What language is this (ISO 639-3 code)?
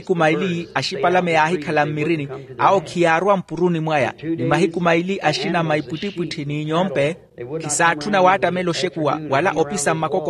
vmw